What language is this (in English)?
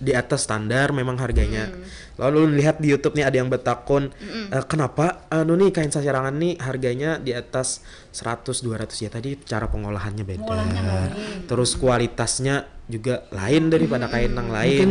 Banjar